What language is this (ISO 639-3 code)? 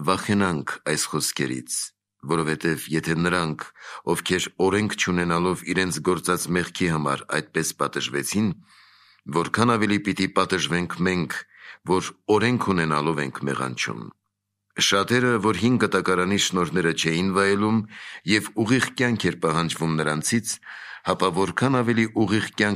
hye